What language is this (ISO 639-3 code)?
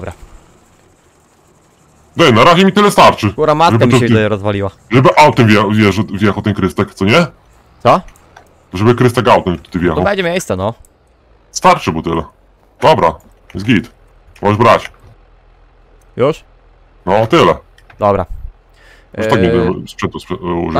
pol